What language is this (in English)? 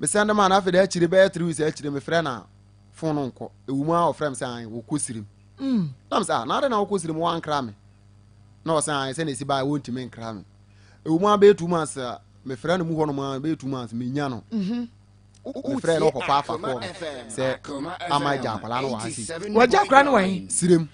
Akan